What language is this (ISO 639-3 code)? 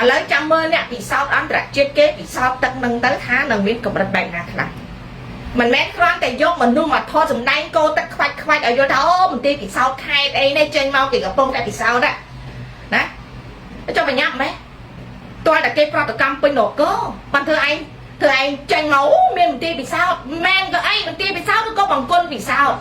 khm